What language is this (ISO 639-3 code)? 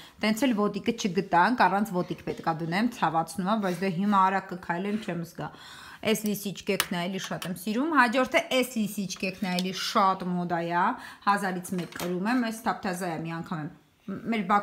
hye